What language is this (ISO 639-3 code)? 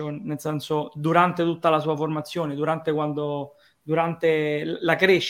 ita